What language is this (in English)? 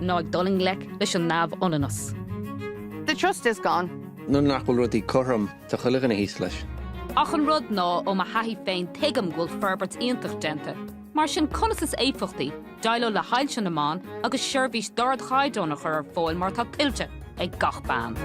Irish